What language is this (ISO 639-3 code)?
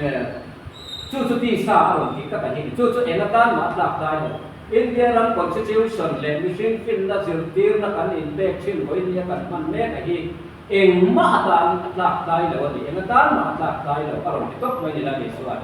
lus